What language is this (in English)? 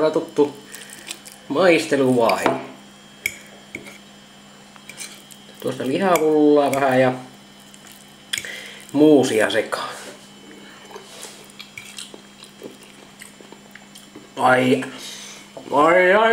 Finnish